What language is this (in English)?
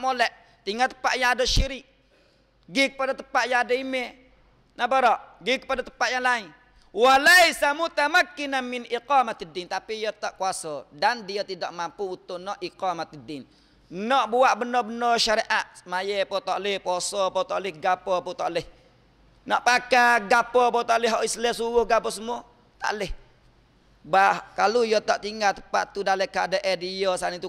Malay